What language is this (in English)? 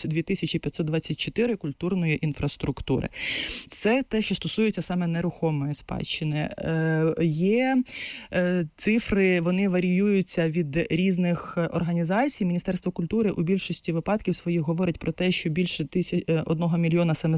Ukrainian